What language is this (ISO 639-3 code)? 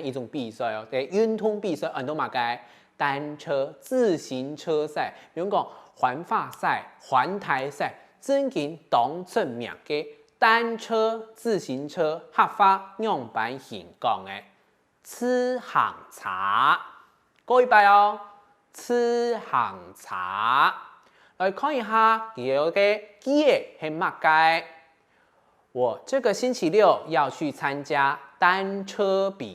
hak